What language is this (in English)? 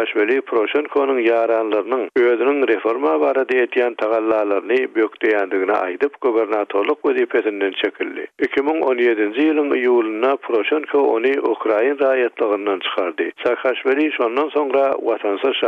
Turkmen